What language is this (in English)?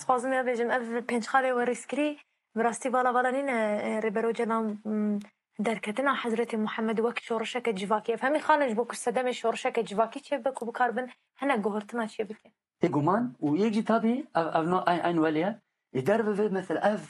Kurdish